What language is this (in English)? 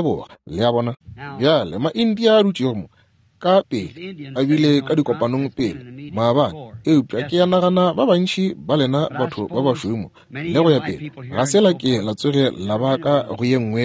Northern Sotho